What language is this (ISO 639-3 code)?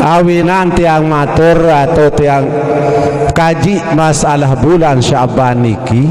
sas